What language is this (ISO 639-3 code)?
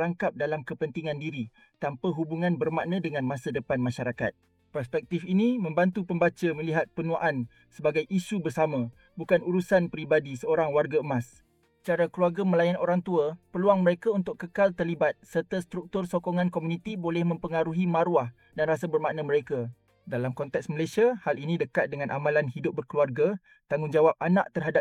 msa